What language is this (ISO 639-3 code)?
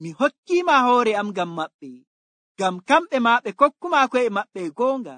fuv